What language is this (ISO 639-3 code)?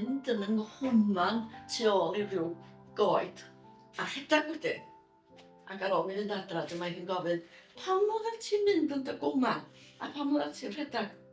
cym